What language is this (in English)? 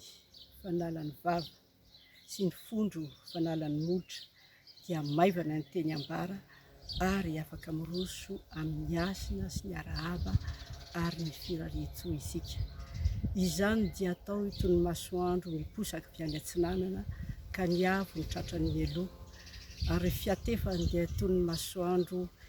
Malagasy